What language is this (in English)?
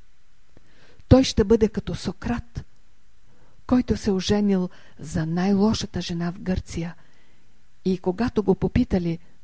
Bulgarian